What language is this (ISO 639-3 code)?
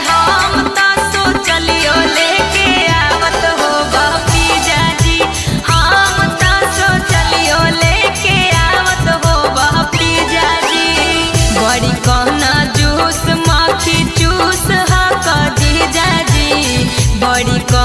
mag